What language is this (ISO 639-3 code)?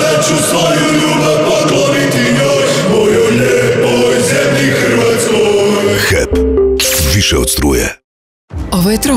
hrv